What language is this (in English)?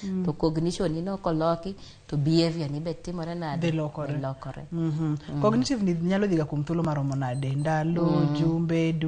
Luo (Kenya and Tanzania)